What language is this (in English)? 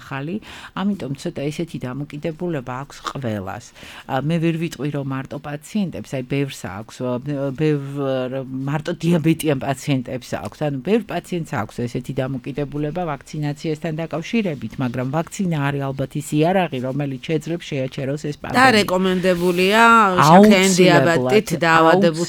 Georgian